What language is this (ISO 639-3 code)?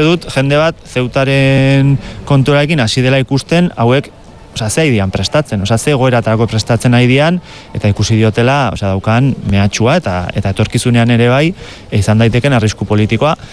eus